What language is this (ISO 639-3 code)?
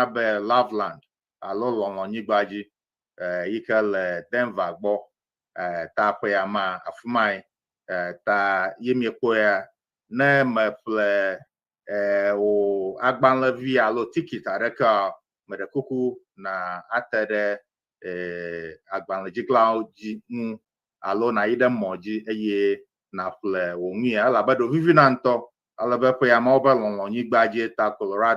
ewe